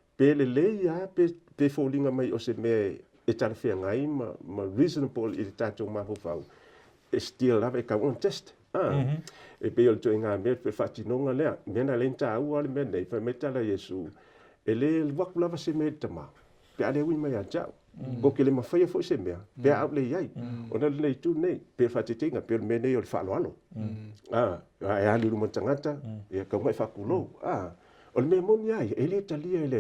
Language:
Samoan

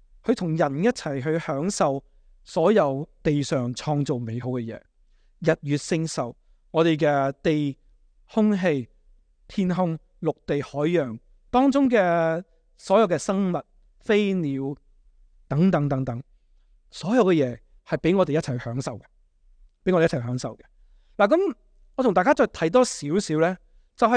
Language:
Cantonese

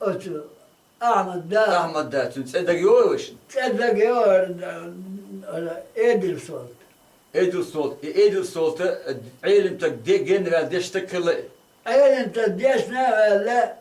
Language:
Chechen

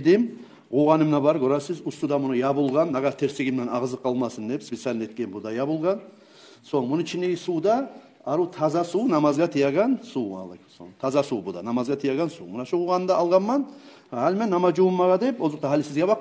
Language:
Kumyk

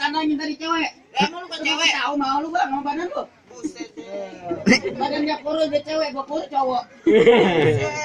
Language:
Betawi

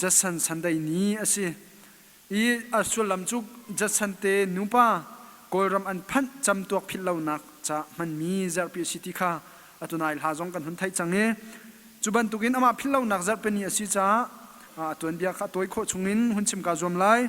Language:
Hakha Chin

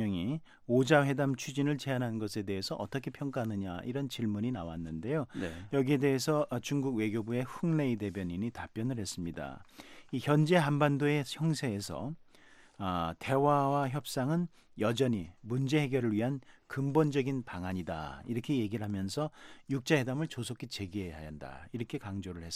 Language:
Korean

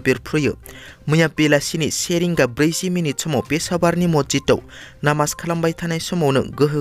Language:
Bodo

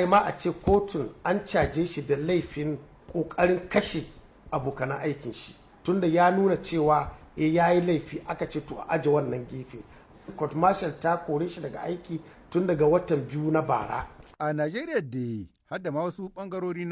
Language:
Hausa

